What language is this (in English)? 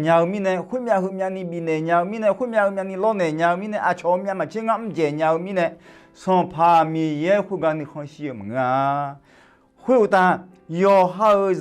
Akha